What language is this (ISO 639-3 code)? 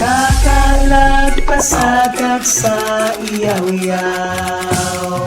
ceb